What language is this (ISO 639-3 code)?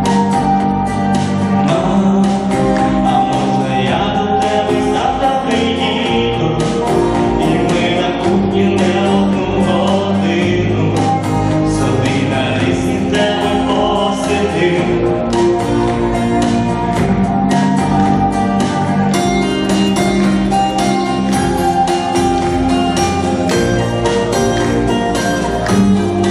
ukr